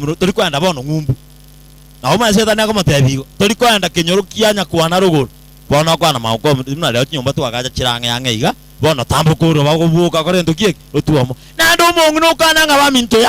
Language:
Gusii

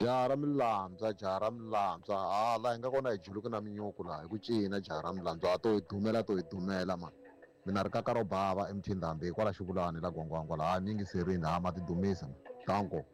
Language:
Tsonga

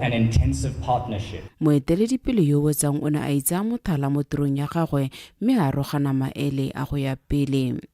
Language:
Tswana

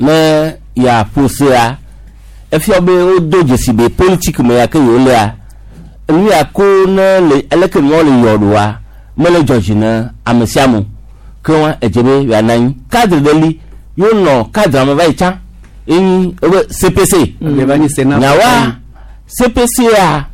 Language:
Gen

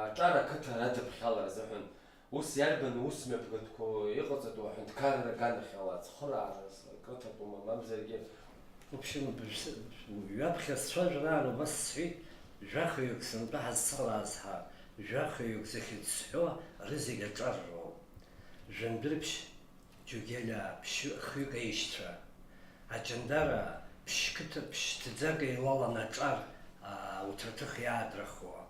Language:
Abkhazian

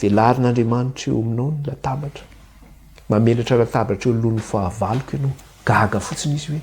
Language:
Malagasy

